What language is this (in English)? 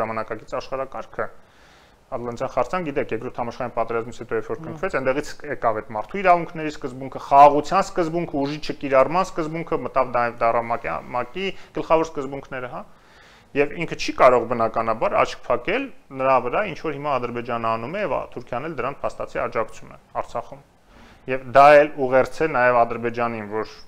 Armenian